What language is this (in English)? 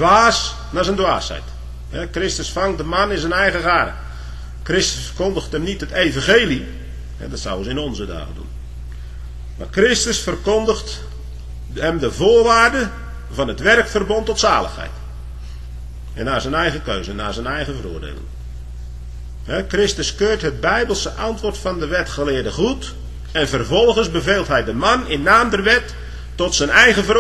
Dutch